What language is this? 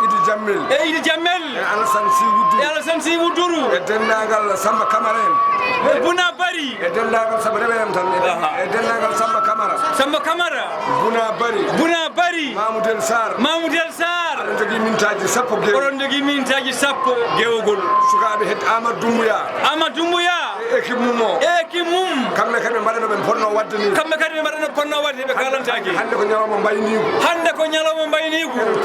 Fula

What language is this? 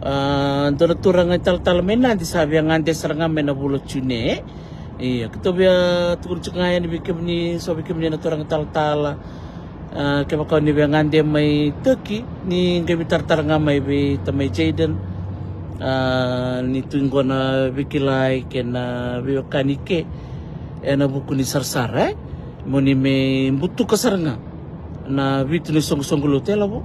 Fijian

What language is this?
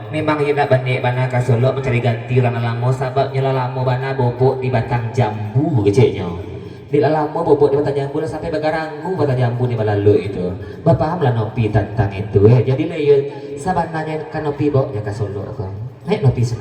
Minangkabau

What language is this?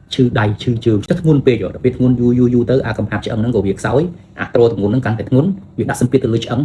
Khmer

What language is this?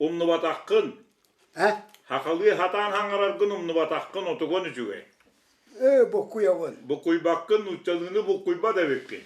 Yakut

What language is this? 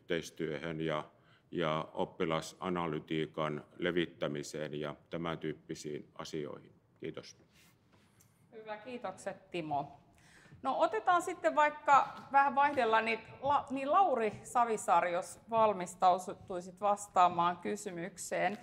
Finnish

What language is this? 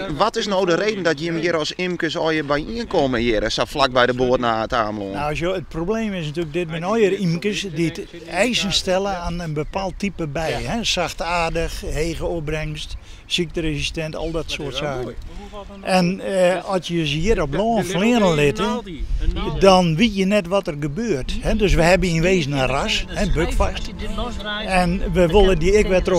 Western Frisian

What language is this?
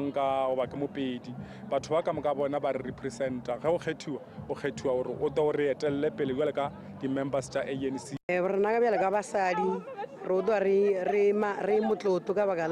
Northern Sotho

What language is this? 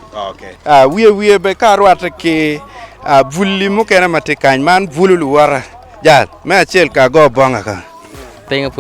Acoli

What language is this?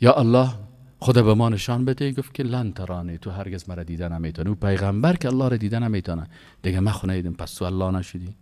Persian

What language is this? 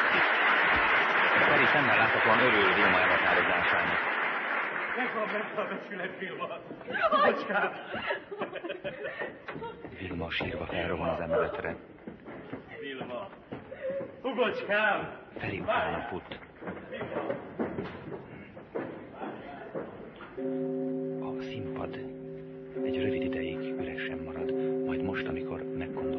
Hungarian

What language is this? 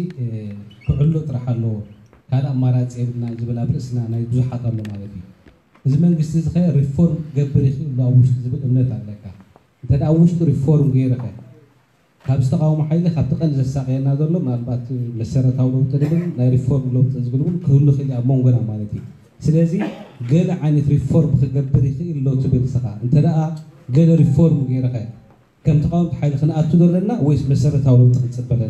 Tigrinya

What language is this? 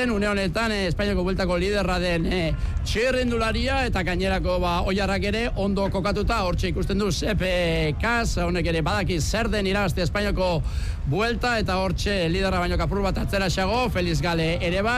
Basque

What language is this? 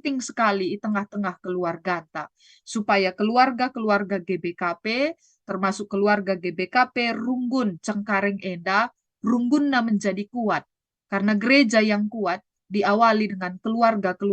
Batak Karo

